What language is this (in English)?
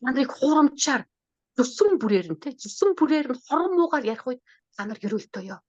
Mongolian